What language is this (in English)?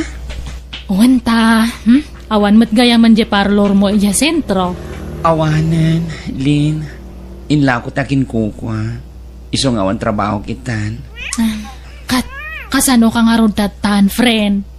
Iloko